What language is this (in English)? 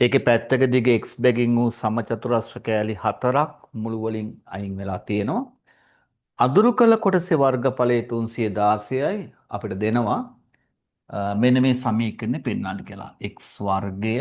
Sinhala